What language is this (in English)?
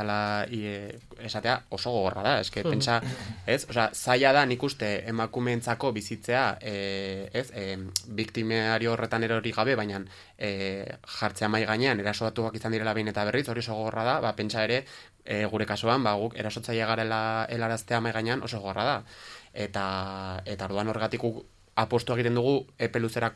Basque